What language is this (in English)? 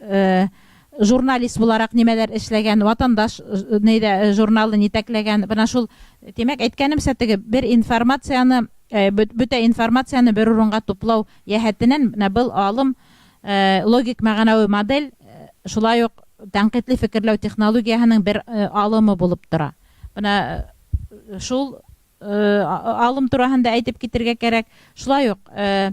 Bashkir